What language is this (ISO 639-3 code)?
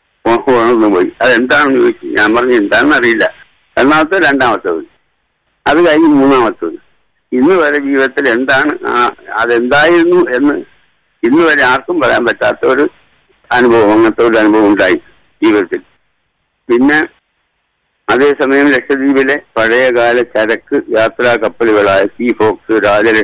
mal